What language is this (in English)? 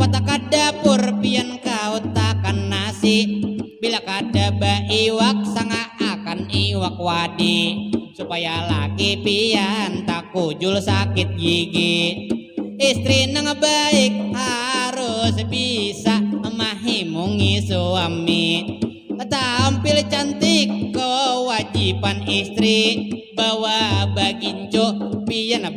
Banjar